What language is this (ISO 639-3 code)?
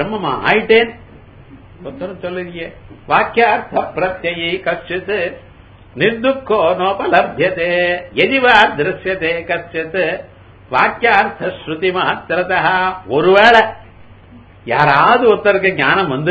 tam